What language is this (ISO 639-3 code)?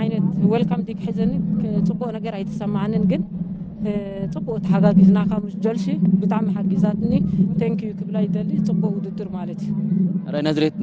tir